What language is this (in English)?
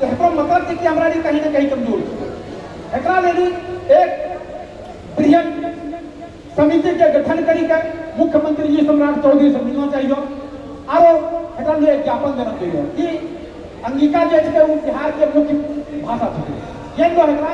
Angika